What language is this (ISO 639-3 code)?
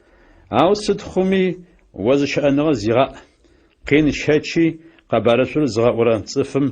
ady